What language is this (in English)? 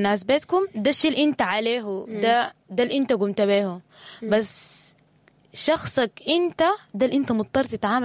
Sudanese Arabic